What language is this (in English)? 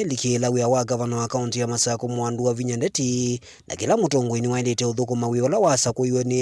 Kamba